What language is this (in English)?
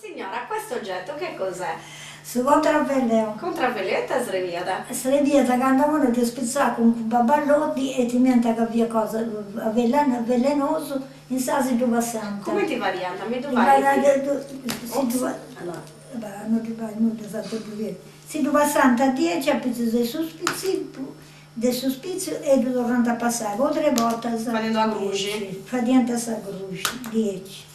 Sardinian